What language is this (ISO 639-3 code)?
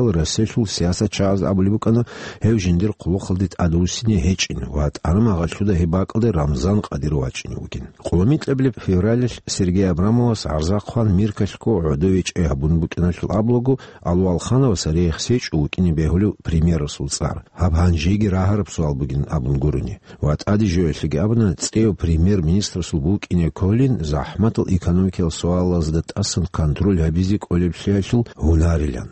ava